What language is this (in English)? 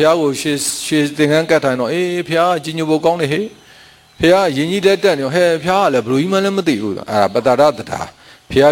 Burmese